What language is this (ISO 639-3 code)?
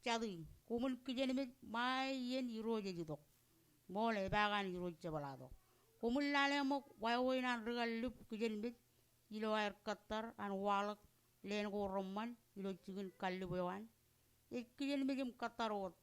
mah